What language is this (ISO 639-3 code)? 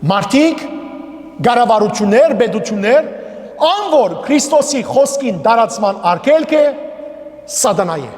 hyw